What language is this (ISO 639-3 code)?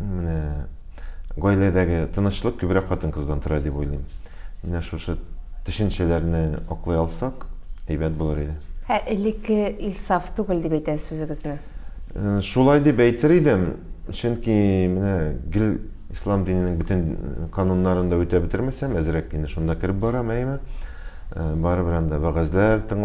tat